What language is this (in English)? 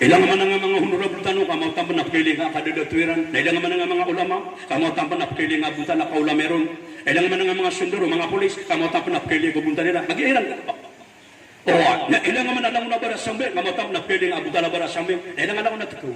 Maranao